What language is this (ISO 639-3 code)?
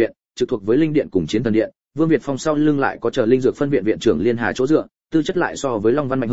vie